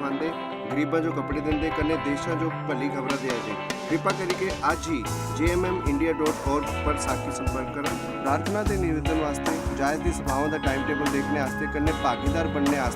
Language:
Dogri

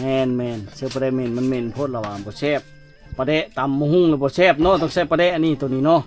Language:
Lao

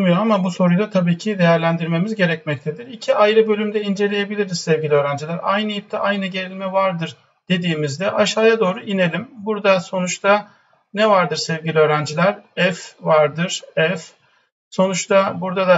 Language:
Turkish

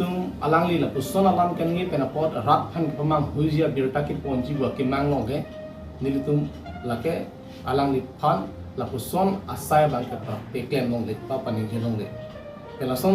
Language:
Karbi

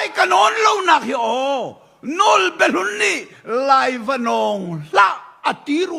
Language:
Hakha Chin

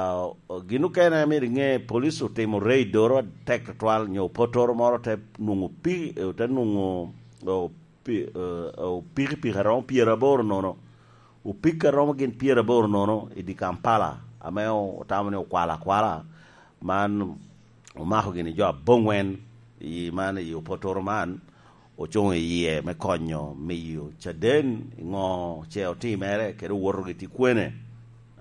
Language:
Lango (Uganda)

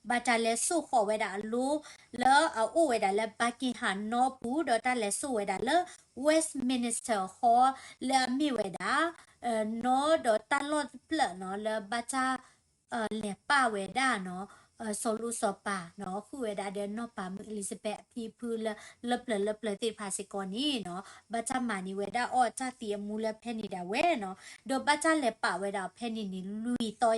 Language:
S'gaw Karen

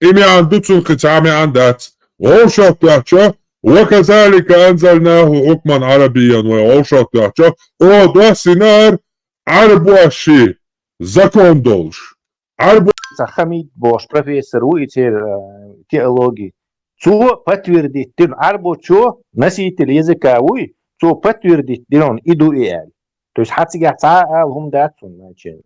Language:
Chechen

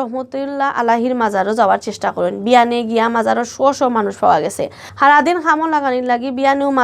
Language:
Sylheti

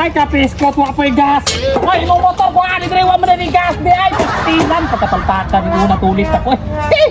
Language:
Cebuano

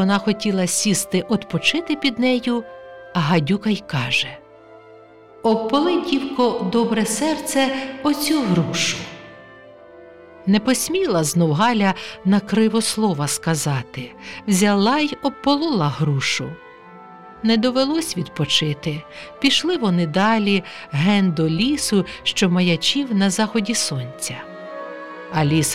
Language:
Ukrainian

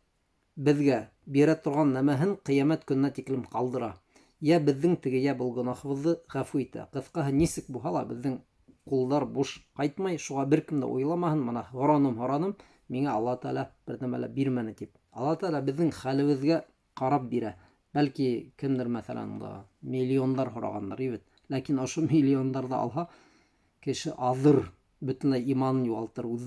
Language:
Bashkir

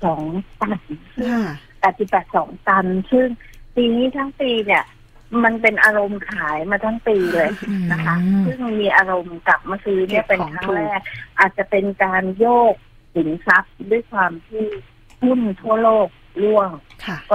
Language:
Thai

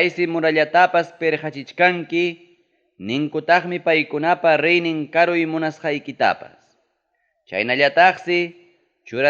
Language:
Ayacucho Quechua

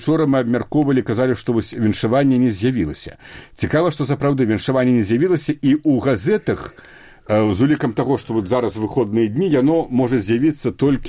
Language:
Belarusian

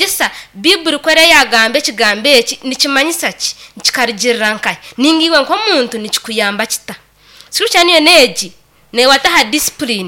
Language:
Nyankole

